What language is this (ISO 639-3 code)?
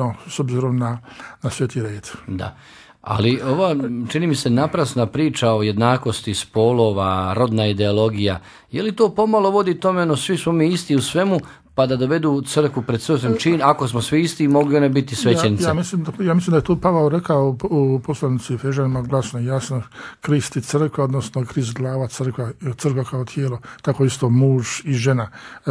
hrv